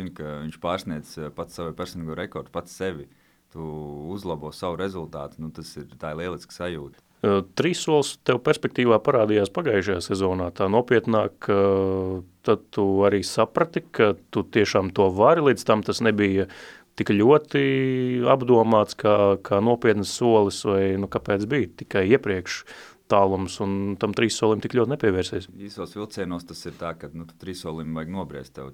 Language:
Latvian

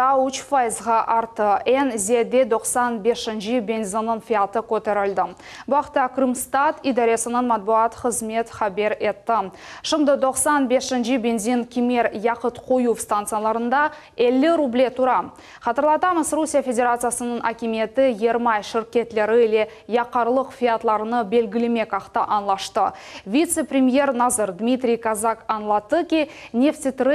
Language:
Crimean Tatar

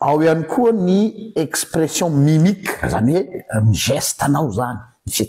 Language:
Malagasy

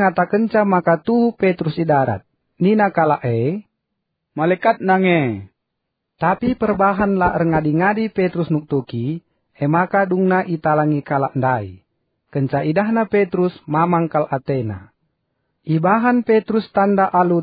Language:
Batak Karo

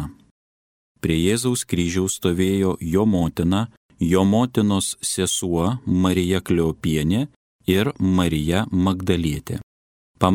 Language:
Lithuanian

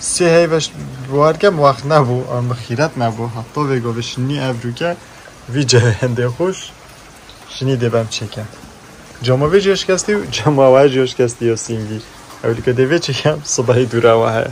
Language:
Kurdish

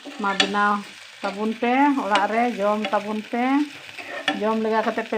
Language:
Santali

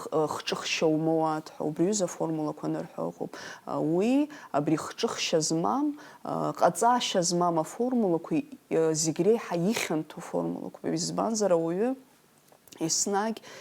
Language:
Abkhazian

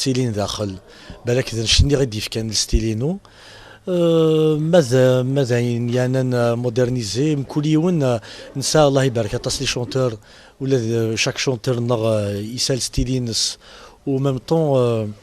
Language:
Kabyle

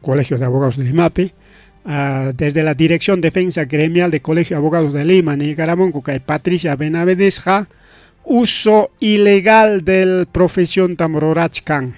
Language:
Ayacucho Quechua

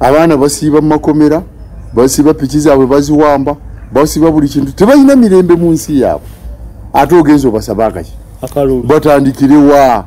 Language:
Ganda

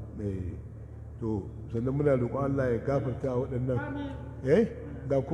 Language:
Hausa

